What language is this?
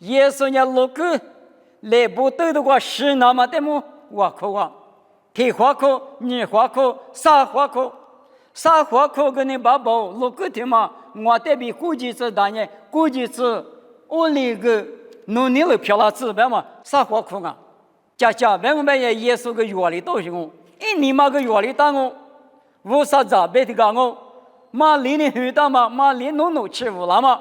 Lisu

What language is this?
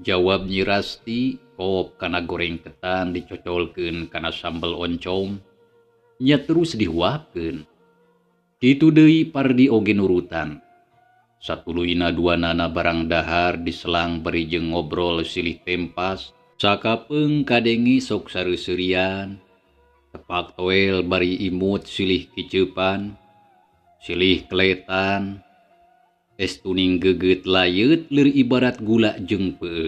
Sundanese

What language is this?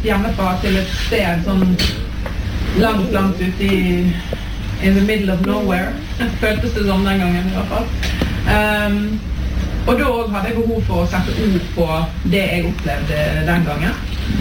Norwegian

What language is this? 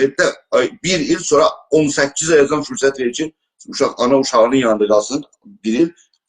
South Azerbaijani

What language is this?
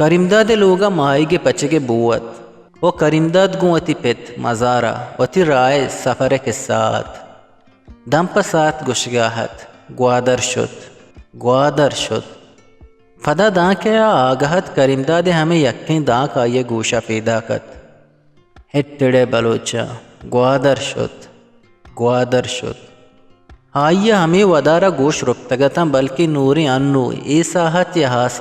Eastern Balochi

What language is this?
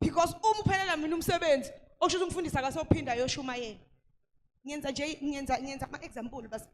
Zulu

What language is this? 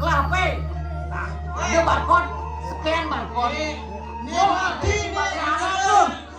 Balinese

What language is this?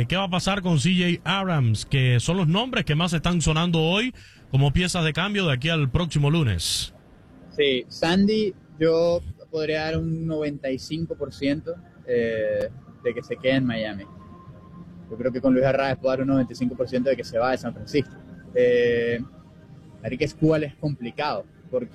Spanish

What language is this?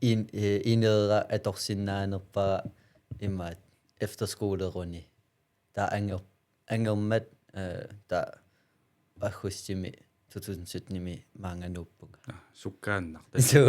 Kalaallisut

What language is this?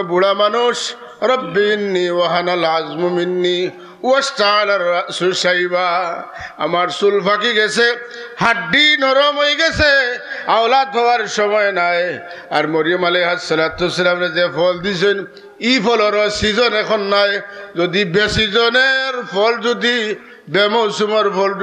Sylheti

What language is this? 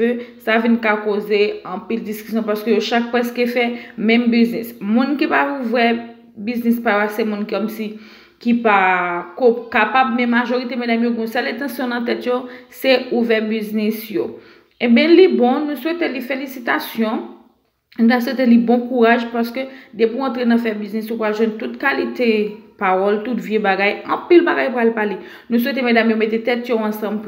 Haitian Creole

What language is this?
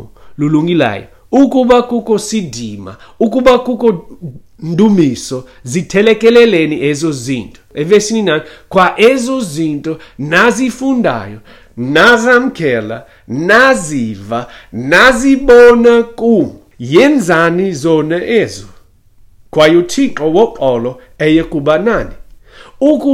Xhosa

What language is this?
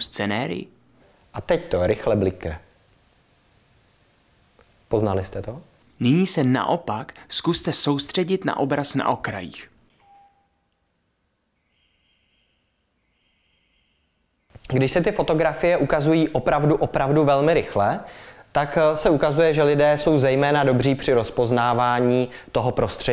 Czech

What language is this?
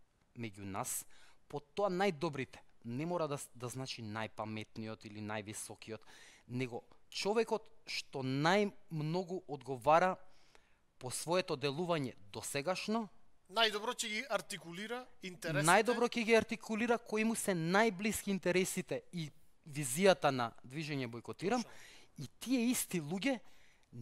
Macedonian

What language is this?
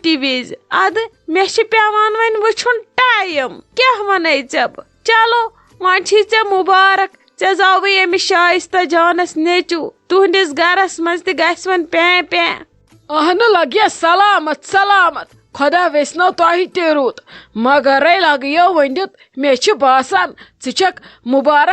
Kashmiri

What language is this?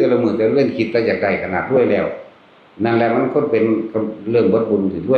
Northeastern Thai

